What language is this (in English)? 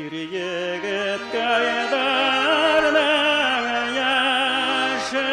Bashkir